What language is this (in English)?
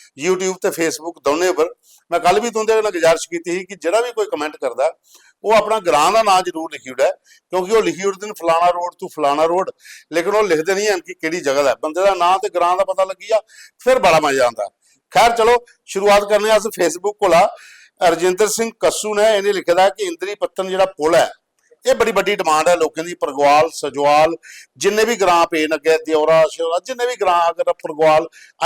Dogri